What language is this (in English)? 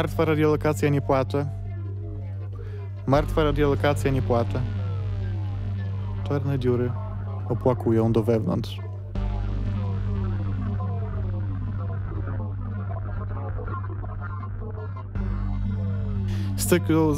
Polish